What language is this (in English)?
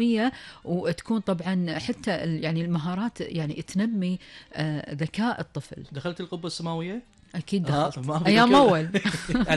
Gulf Arabic